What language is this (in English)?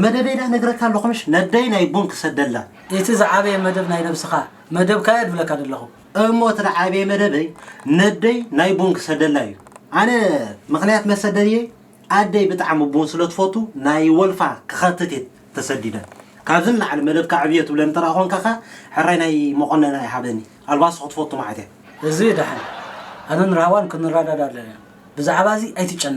Tigrinya